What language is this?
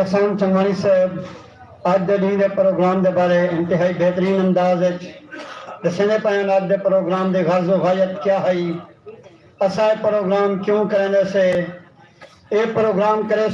Saraiki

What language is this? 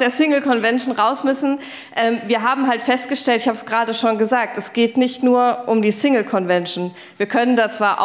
German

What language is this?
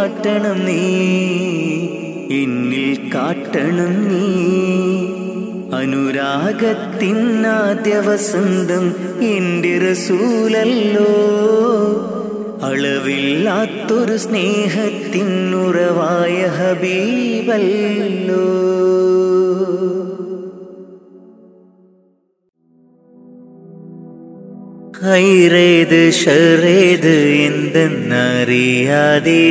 Malayalam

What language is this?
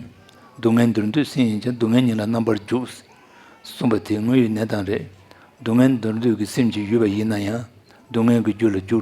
Tibetan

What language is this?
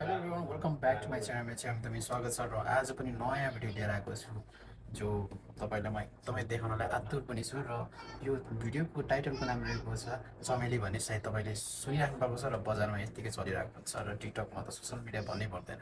Nepali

